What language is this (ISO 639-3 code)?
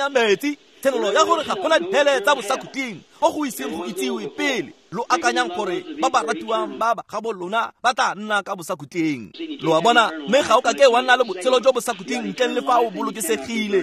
tsn